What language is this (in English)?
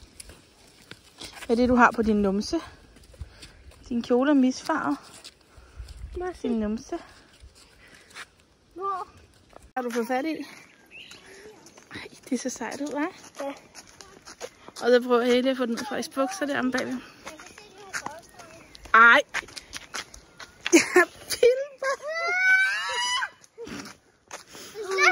Danish